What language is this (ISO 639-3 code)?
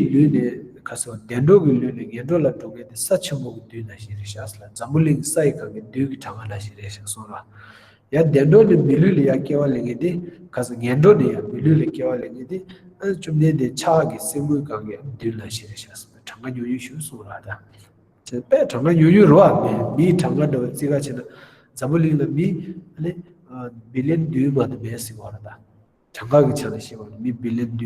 bod